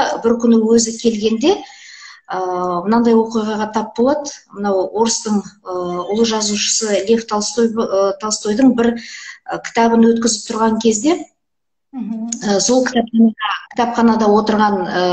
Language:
Kazakh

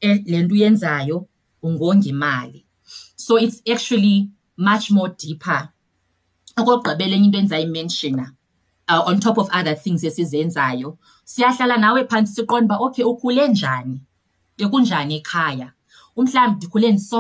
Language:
Xhosa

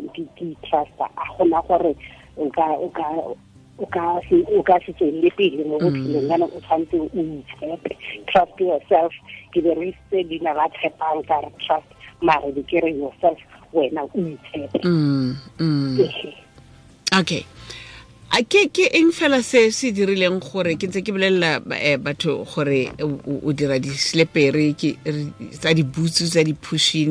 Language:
Tswana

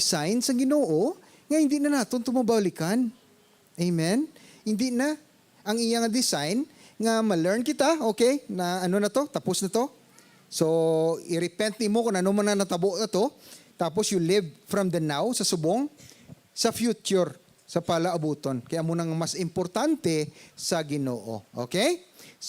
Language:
Hiligaynon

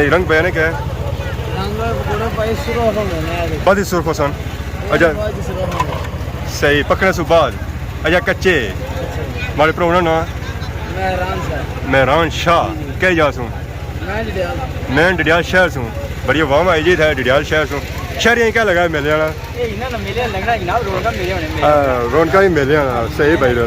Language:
Pahari-Potwari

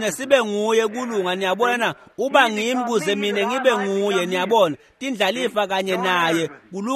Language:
Swati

